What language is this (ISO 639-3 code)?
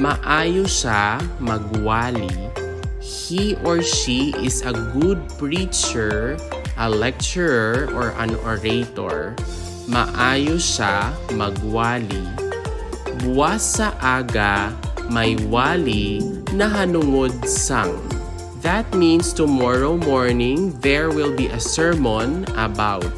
hil